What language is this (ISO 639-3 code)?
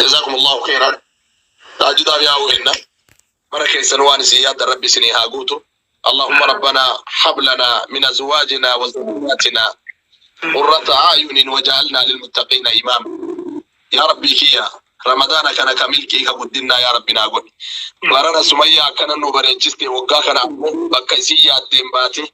orm